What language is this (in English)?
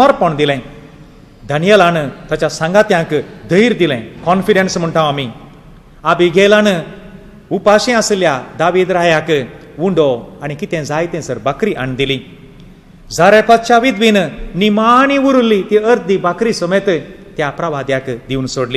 Konkani